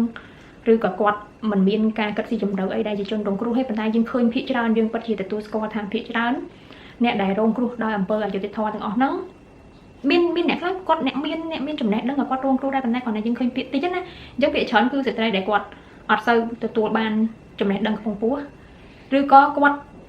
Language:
Khmer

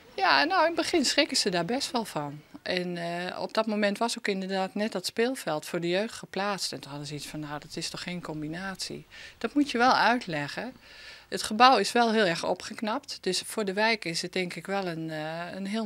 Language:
Western Frisian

